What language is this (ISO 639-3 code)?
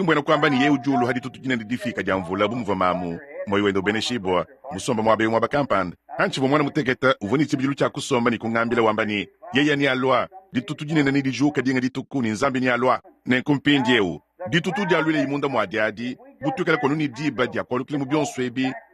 lua